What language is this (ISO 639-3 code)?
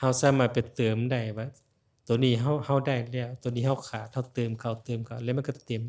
lao